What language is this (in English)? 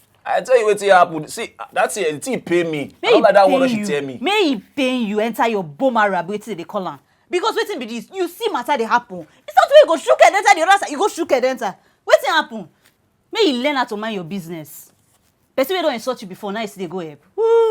Nigerian Pidgin